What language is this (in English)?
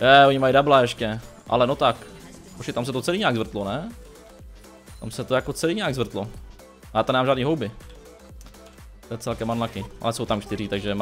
Czech